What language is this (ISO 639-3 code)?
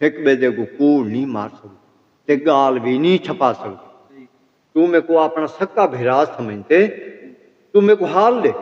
skr